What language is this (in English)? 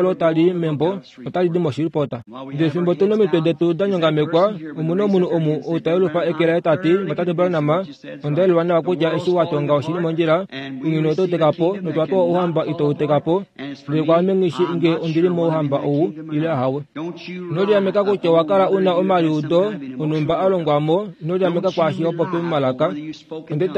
Kuanyama